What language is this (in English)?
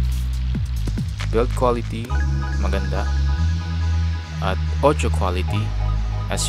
Filipino